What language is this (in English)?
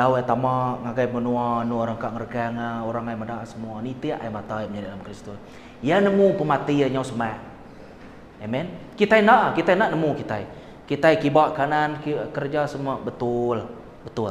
Iban